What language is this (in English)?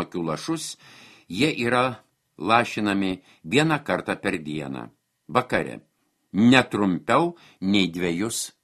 Lithuanian